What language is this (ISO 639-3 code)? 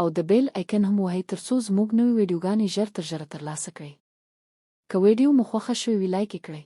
pus